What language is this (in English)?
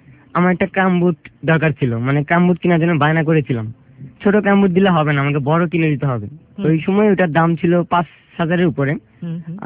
Bangla